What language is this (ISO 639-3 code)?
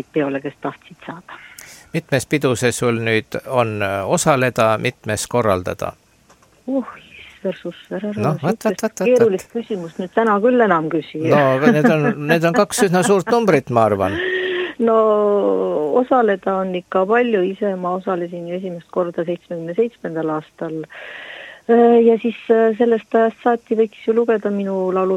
est